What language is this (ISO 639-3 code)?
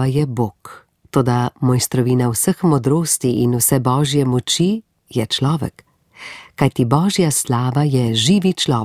slv